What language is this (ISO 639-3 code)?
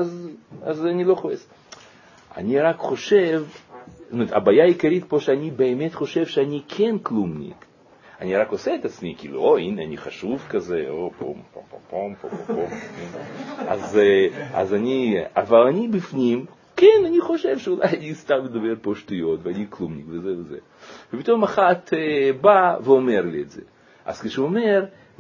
heb